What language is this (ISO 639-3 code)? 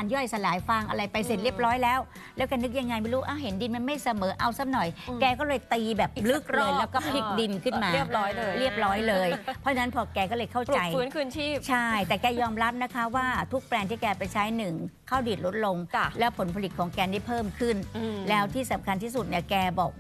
tha